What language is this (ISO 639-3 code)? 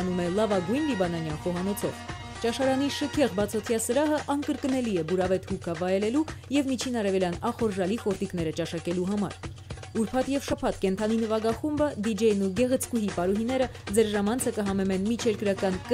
hye